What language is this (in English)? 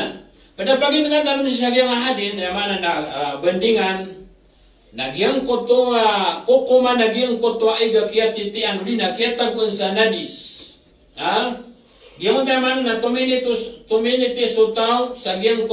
Maranao